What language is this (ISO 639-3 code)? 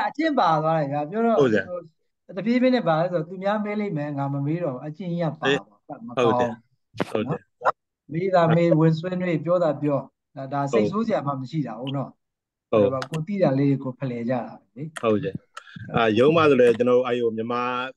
mya